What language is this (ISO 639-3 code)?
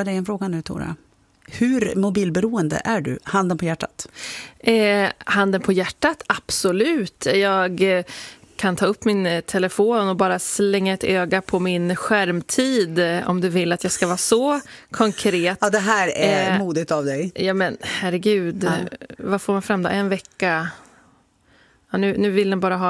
swe